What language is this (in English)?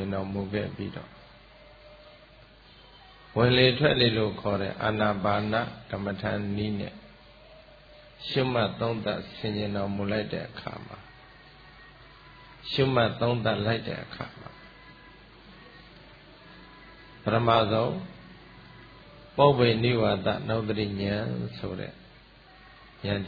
Burmese